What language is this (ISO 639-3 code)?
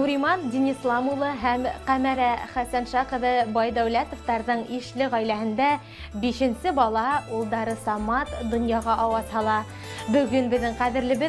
bak